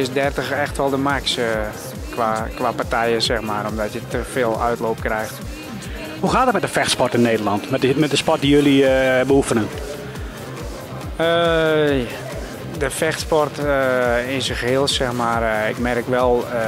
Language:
Dutch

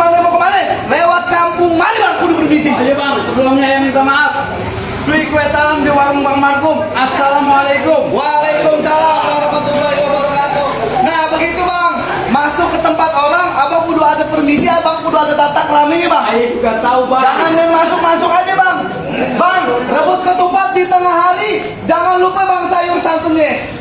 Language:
Betawi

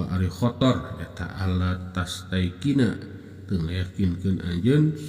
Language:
Sundanese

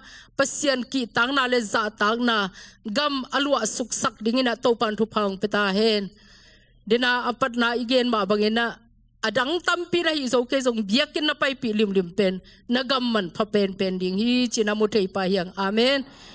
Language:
Tedim Chin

